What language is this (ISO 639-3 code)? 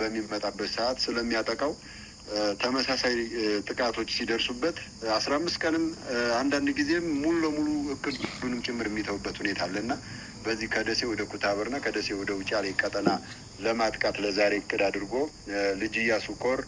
amh